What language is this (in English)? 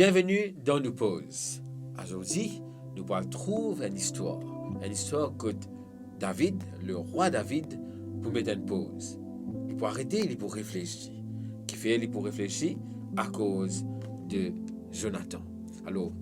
Morisyen